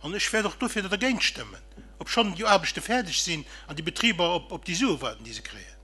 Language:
Luxembourgish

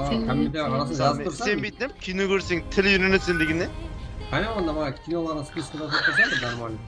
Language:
Kara-Kalpak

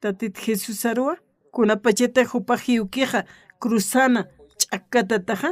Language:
Aymara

